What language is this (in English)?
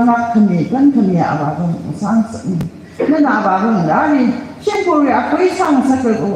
Tangkhul Naga (India)